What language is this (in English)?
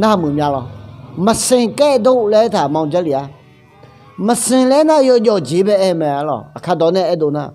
Akha